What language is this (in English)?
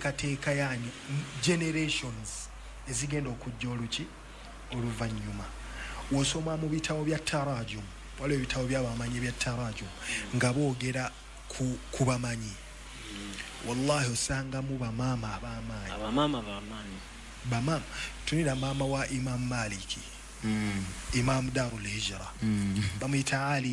Ganda